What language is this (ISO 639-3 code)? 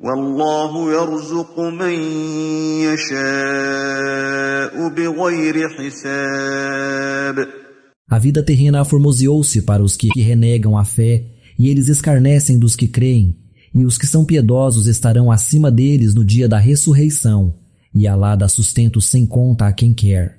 glg